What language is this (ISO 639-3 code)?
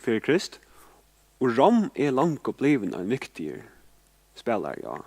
fao